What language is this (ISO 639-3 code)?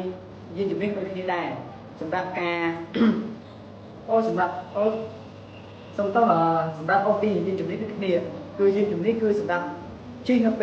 khm